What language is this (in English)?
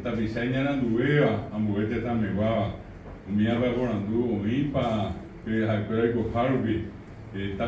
Guarani